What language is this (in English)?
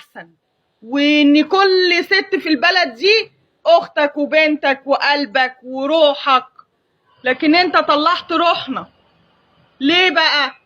Egyptian Arabic